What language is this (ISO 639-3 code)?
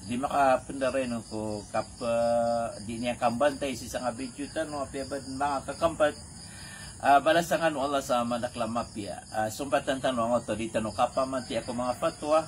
mrw